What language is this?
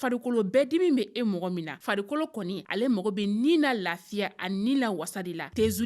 Bambara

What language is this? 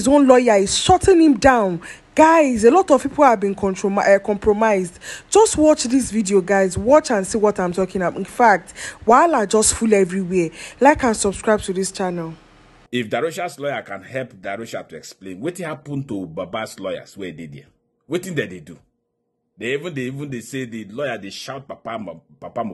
Nigerian Pidgin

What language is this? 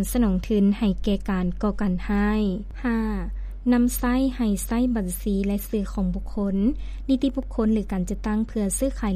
Lao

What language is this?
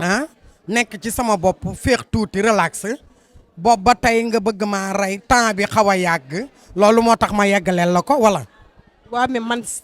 Wolof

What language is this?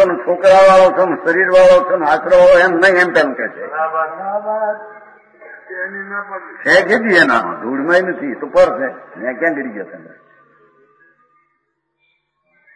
Gujarati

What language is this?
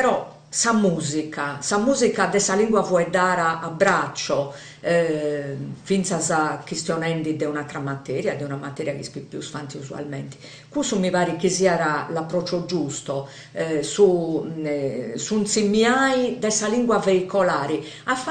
Sardinian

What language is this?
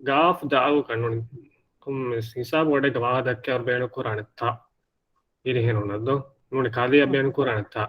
Divehi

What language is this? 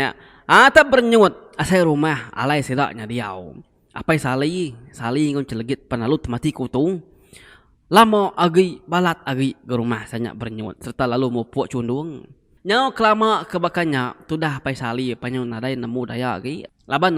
Iban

